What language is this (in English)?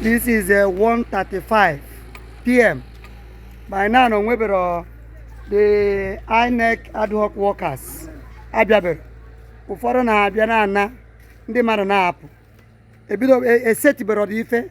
Igbo